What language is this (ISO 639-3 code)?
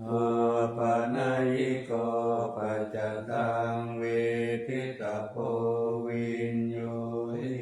pli